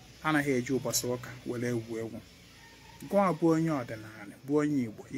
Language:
Igbo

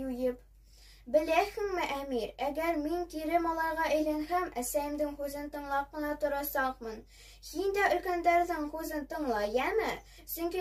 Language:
Bashkir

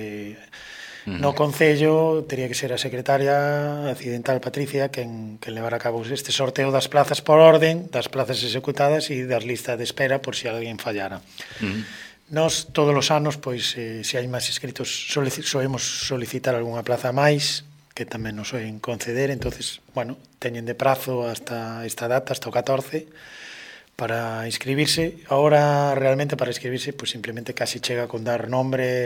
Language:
Galician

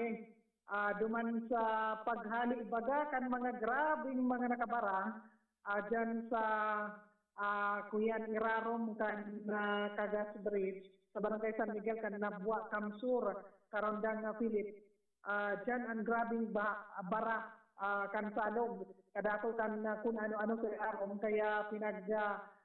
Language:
Bikol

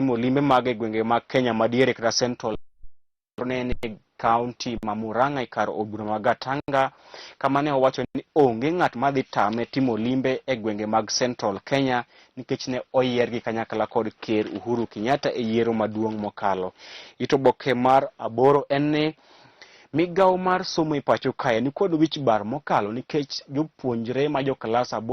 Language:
Luo (Kenya and Tanzania)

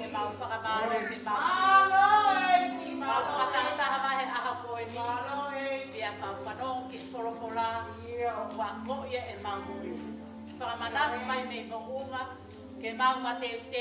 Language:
Tongan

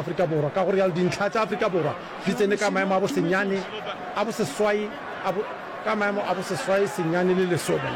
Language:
Northern Sotho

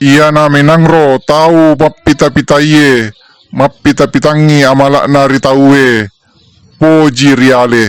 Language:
Buginese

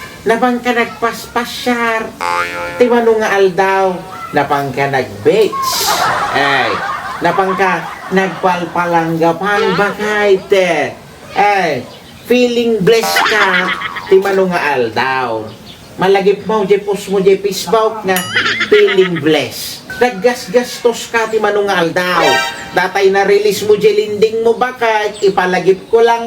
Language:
Iloko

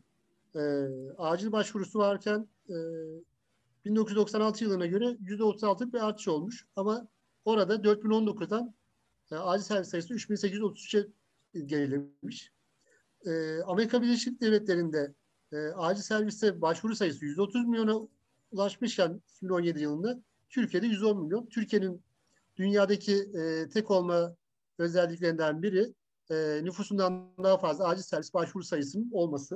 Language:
Turkish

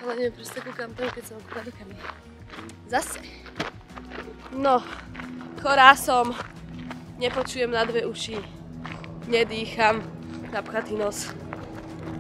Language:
Slovak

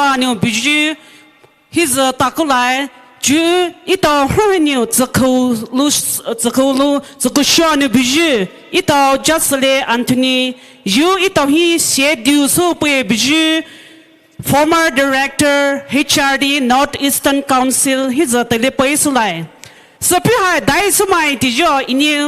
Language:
Poumei Naga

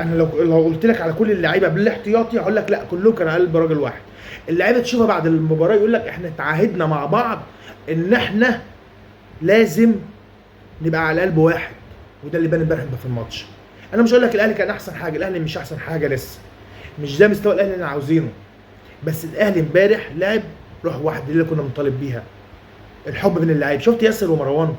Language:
Egyptian Arabic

